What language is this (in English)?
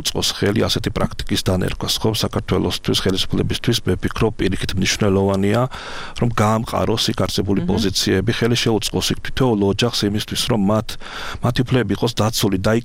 Georgian